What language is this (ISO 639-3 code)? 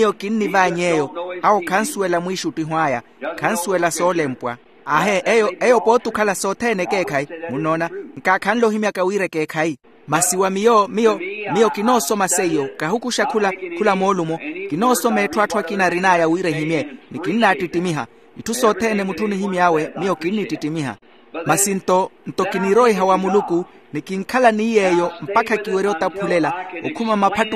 vmw